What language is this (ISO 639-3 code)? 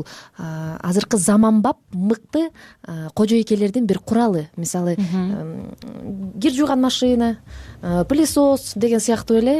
kir